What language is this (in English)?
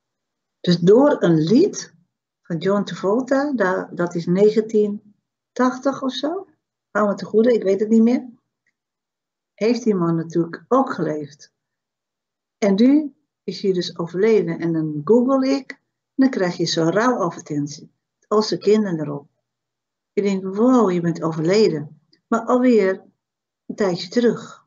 Dutch